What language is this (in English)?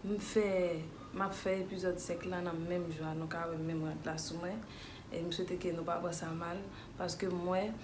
Haitian Creole